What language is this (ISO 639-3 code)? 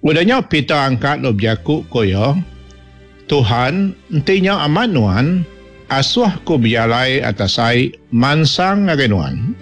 iba